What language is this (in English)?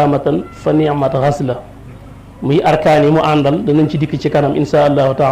Wolof